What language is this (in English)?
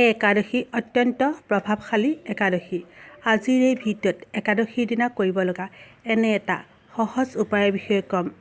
Assamese